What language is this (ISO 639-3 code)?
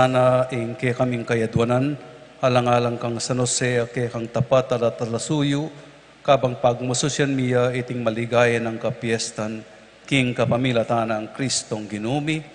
pam